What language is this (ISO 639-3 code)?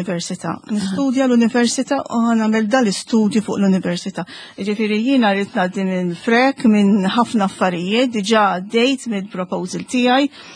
mlt